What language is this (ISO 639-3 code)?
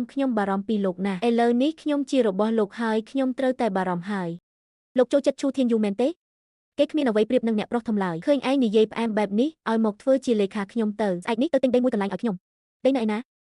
khm